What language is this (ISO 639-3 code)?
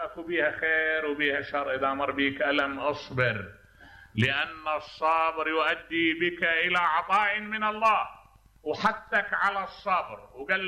acm